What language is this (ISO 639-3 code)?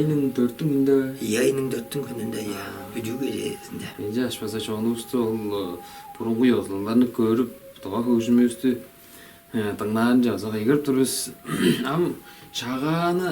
tyv